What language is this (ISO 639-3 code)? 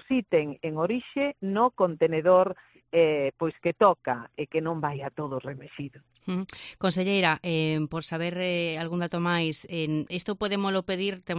glg